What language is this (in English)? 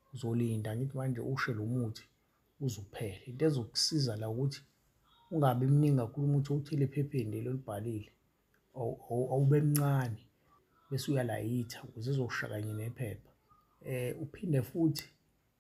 Zulu